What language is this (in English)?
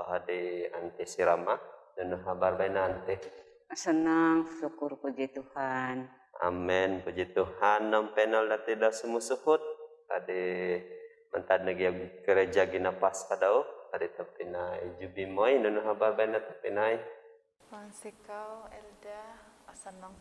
Central Dusun